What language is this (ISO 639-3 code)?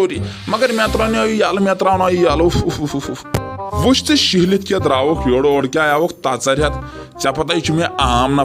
kas